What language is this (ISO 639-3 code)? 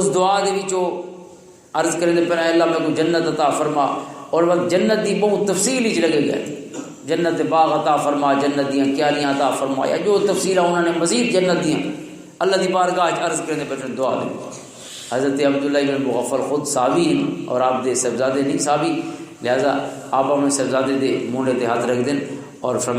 lah